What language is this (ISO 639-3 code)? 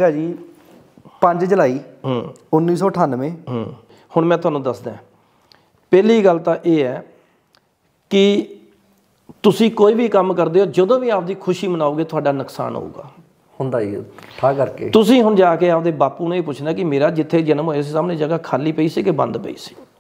pan